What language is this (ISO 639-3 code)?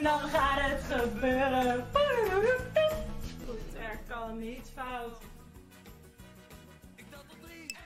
nld